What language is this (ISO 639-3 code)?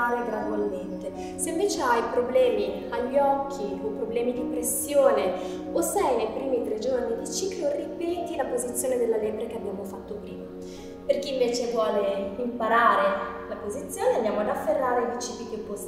ita